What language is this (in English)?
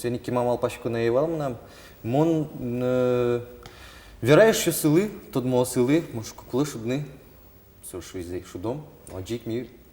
Udmurt